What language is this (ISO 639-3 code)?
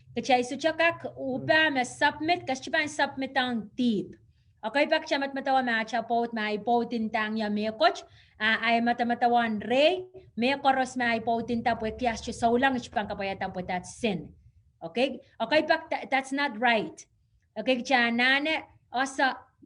pon